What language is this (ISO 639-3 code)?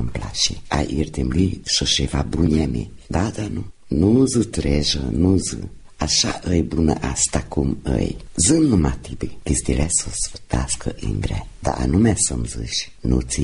ron